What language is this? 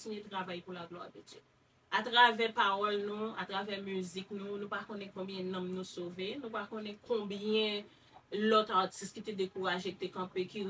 Haitian Creole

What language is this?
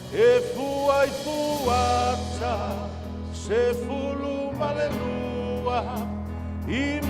Samoan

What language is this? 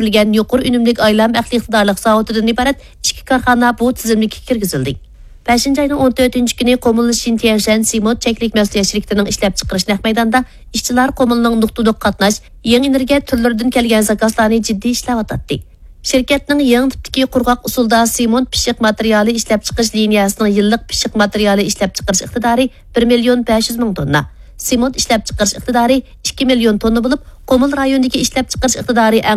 Uyghur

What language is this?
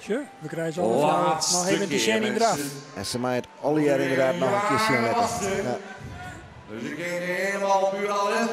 Western Frisian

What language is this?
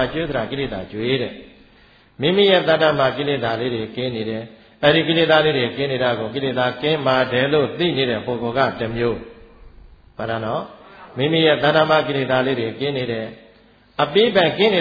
Burmese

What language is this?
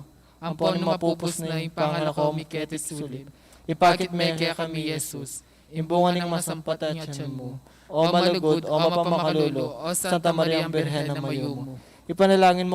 Pampanga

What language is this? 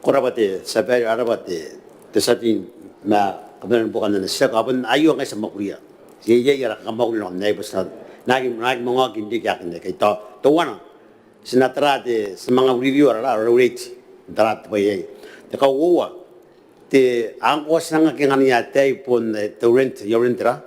Gilbertese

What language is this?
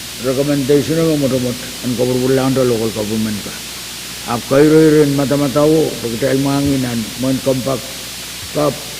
Pohnpeian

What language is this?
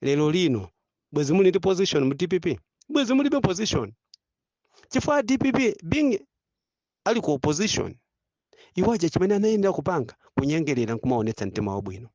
Nyanja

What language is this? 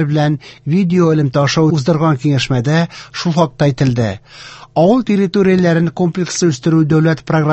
Tatar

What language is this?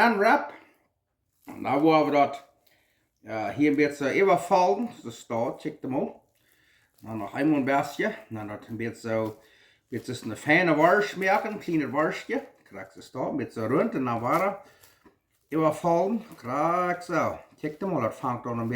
Plautdietsch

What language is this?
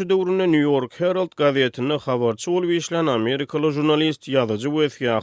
Turkmen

